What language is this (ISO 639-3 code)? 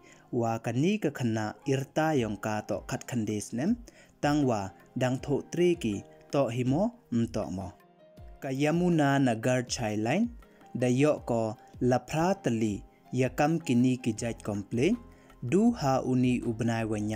pbv